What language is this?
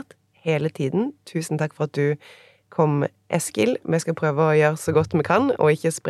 Norwegian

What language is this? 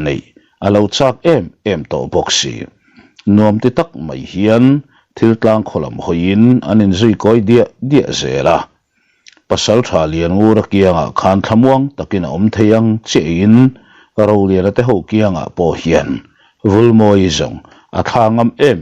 Mizo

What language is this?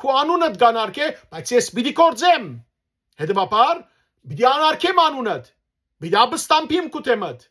Western Armenian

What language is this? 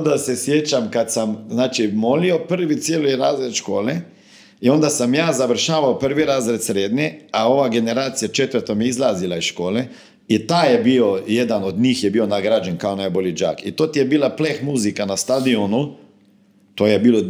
Croatian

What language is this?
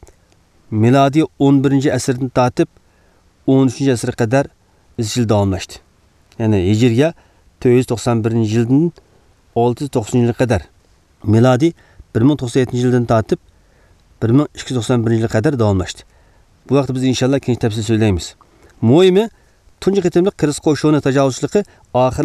Uyghur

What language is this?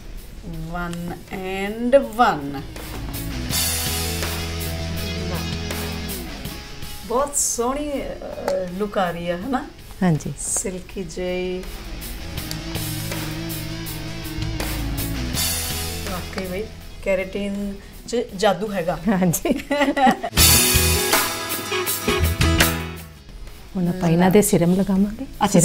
Punjabi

